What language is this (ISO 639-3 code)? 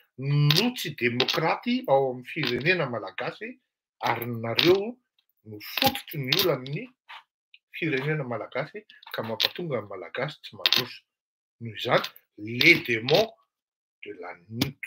mlg